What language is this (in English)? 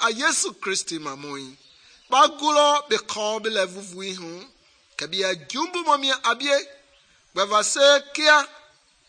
Mende